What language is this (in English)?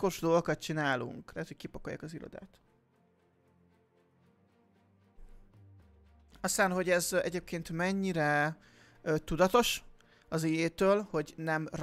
Hungarian